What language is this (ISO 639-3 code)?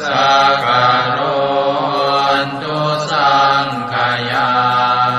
pli